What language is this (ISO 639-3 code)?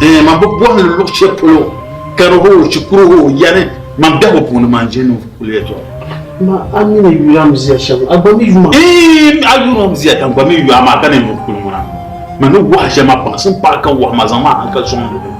dag